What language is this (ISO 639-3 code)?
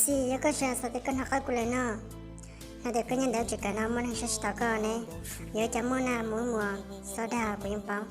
hmn